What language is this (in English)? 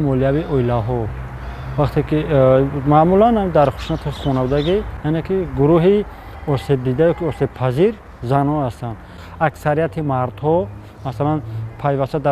Tajik